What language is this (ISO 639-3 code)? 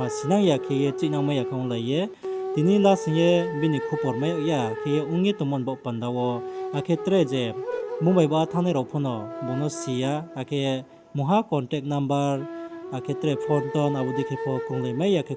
ria